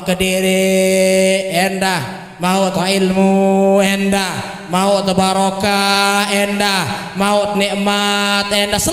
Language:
Sasak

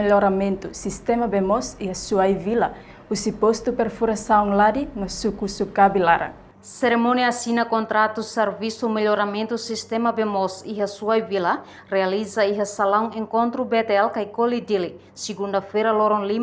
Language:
Tetum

